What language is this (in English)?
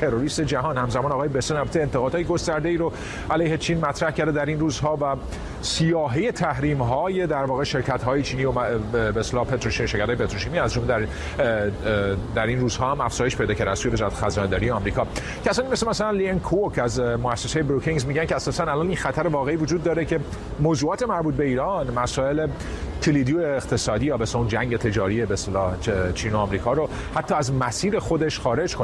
Persian